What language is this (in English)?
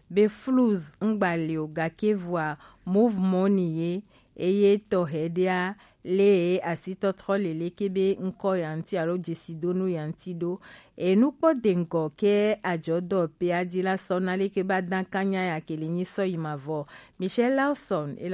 Gen